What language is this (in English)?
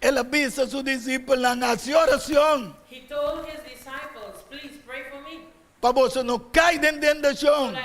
Papiamento